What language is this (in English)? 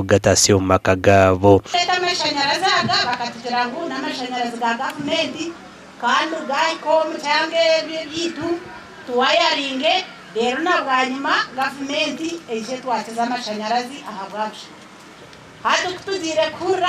Nyankole